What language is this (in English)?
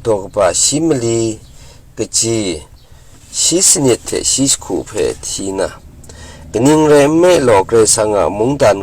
Kachin